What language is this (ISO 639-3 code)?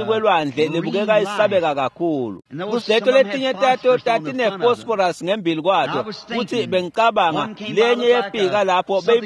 ssw